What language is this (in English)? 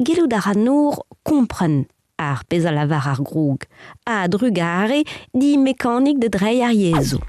Breton